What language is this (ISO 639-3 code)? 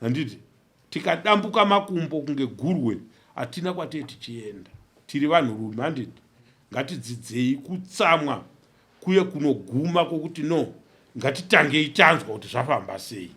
sna